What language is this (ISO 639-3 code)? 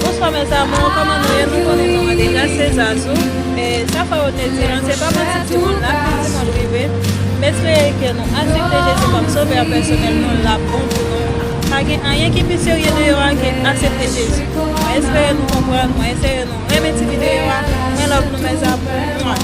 hat